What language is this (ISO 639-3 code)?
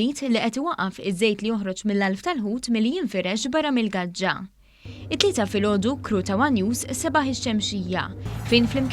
mlt